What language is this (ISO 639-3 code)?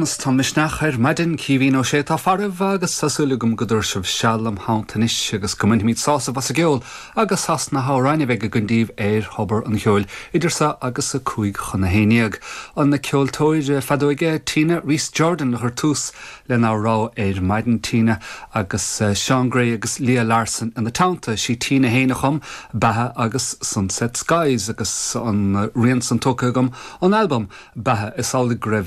gle